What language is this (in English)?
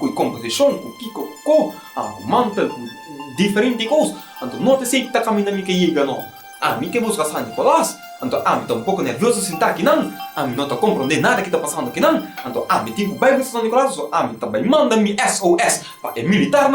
Papiamento